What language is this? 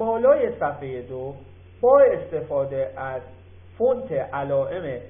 Persian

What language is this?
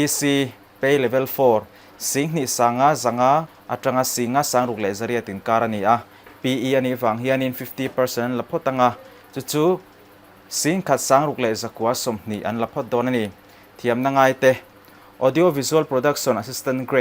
Mizo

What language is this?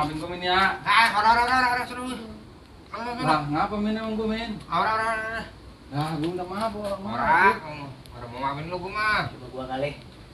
Betawi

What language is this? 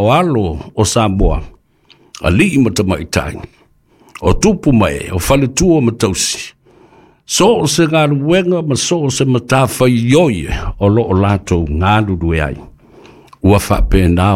Samoan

